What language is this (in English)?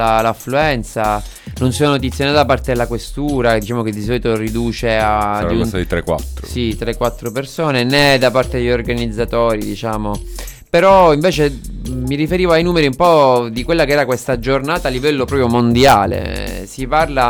Italian